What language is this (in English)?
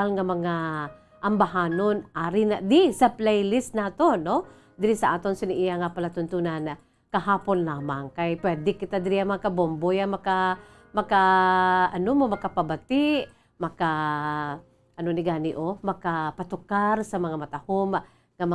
Hiligaynon